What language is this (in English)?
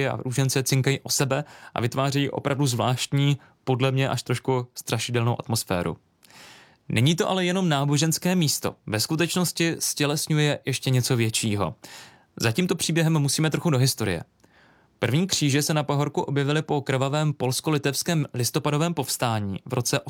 Czech